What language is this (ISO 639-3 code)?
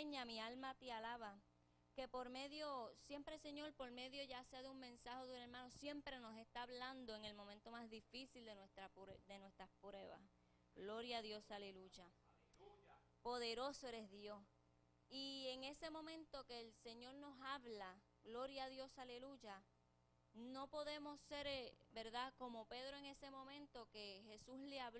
spa